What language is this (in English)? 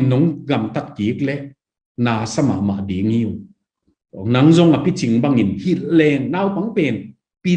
Tedim Chin